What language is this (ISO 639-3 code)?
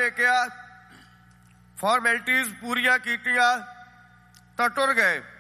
pan